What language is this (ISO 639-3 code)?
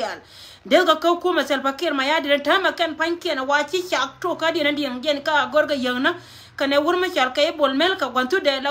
nus